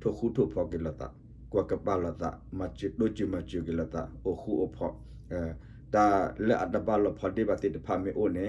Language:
S'gaw Karen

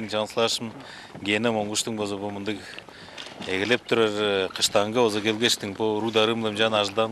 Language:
Tuvinian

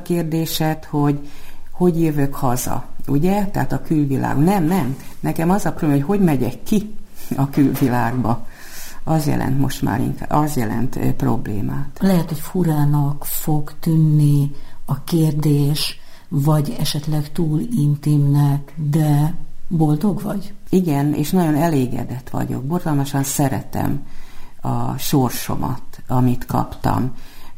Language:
Hungarian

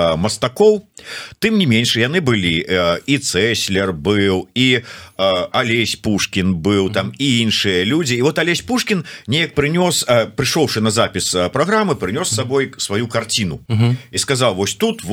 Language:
Belarusian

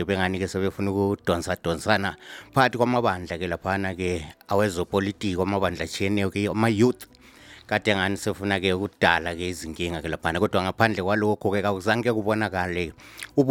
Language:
North Ndebele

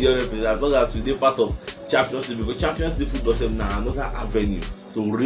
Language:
Nigerian Pidgin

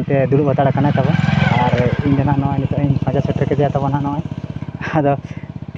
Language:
Santali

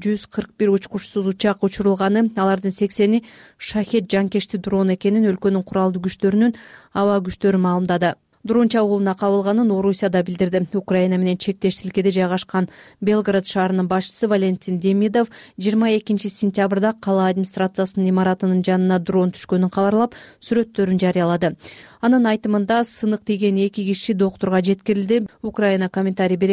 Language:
Kyrgyz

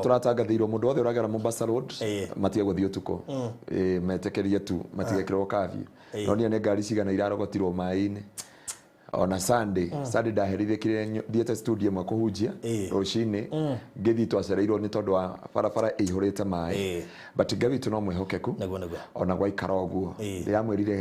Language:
Kikuyu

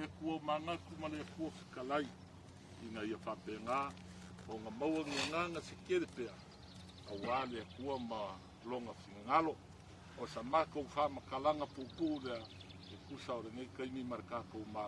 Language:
Samoan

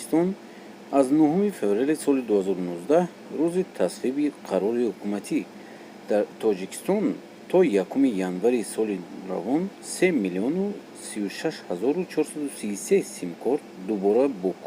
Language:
Tajik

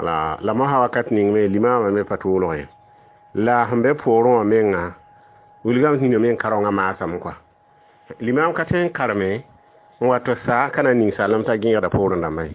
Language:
Mossi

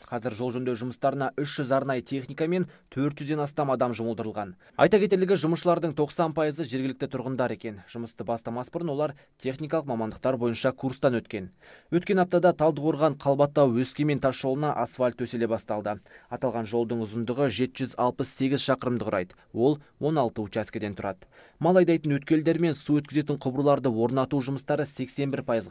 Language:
Kazakh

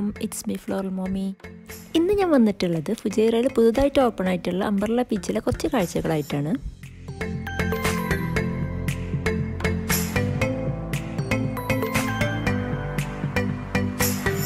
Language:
Malayalam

